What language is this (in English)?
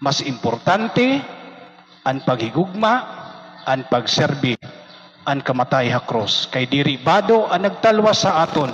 Waray